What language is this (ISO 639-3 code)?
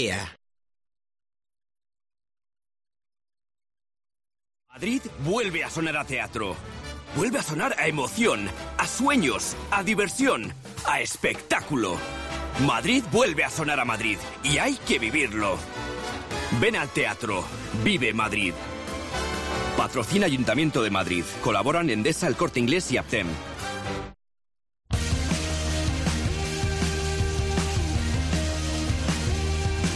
spa